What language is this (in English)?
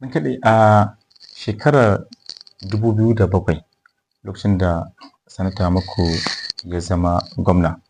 Hausa